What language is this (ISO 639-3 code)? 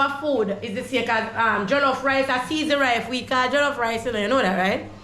jam